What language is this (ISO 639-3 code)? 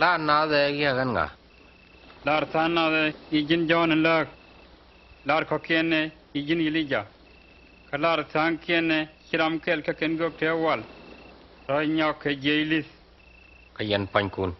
nus